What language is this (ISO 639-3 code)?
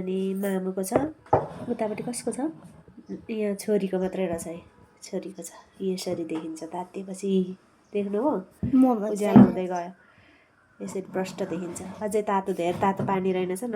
nep